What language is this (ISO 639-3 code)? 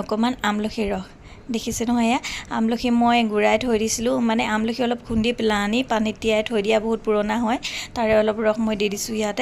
asm